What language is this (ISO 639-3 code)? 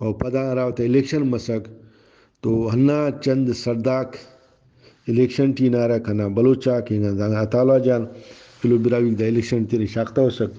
brh